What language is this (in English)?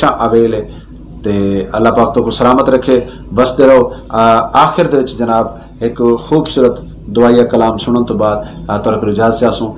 Saraiki